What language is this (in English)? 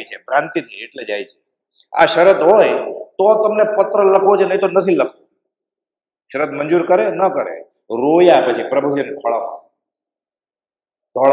Gujarati